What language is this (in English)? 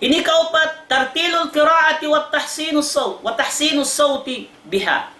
Tausug